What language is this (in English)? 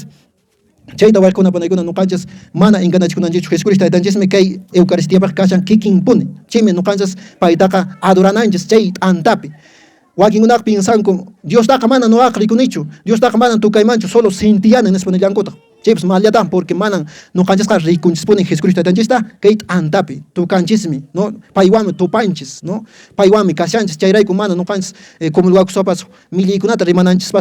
Quechua